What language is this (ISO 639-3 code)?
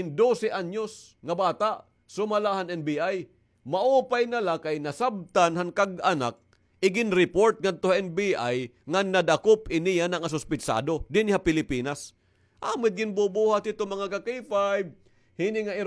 war